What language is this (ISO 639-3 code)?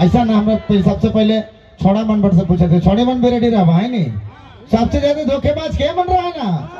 sck